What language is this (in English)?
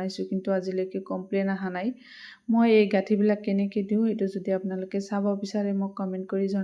Assamese